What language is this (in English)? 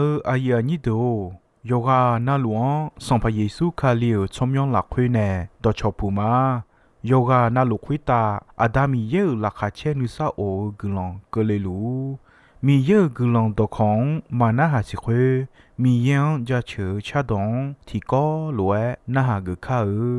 Akha